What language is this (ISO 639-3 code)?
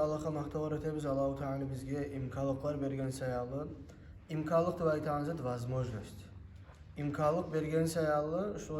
kum